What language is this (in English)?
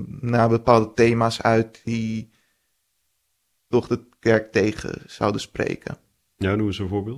Dutch